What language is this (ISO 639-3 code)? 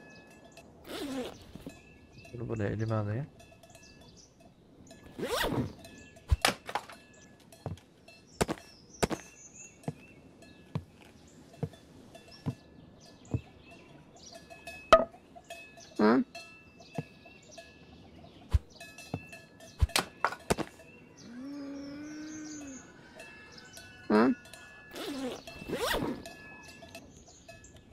tur